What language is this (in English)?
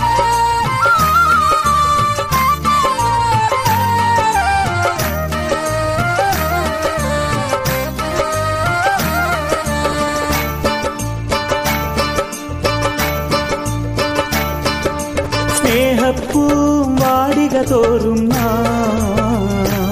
Malayalam